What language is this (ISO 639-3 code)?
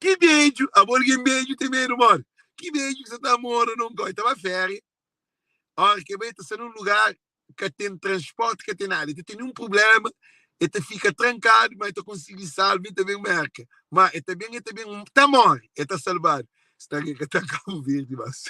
kea